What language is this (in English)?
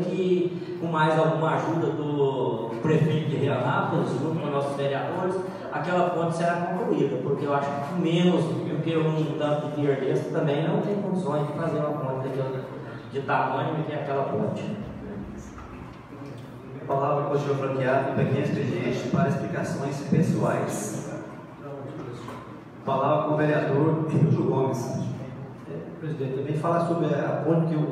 Portuguese